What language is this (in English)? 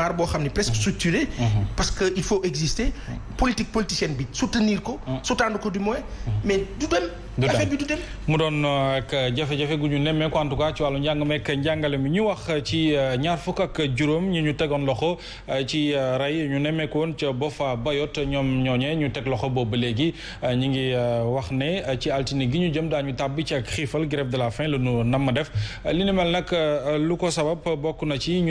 Wolof